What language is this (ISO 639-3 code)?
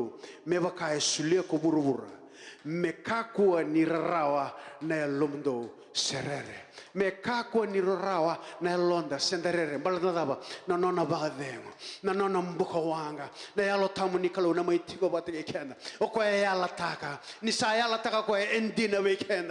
fij